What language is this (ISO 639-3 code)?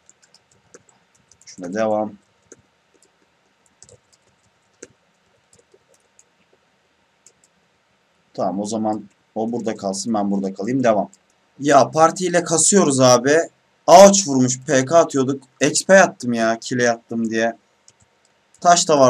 tur